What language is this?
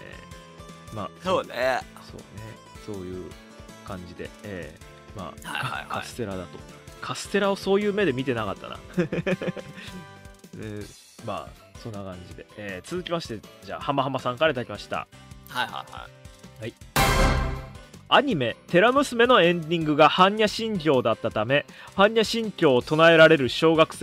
Japanese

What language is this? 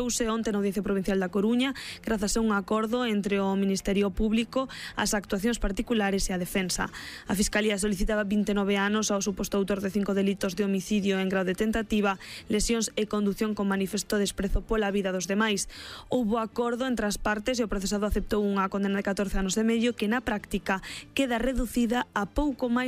Galician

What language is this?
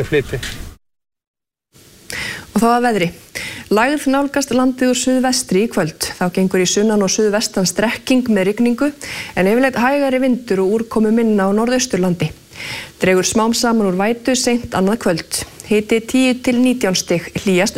Icelandic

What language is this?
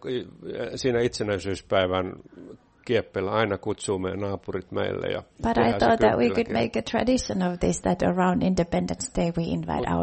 Finnish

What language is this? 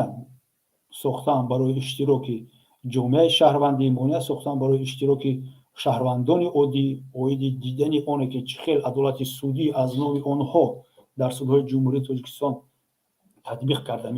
Tajik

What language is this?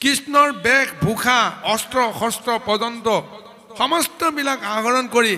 Assamese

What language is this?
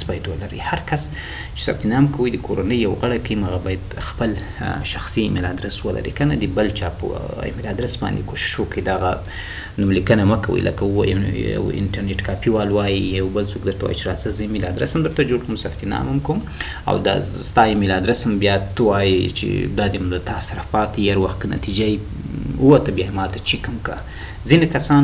Pashto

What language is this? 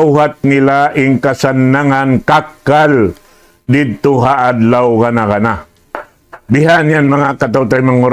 Tausug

